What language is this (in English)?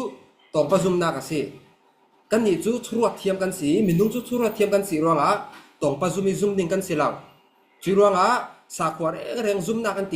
Falam Chin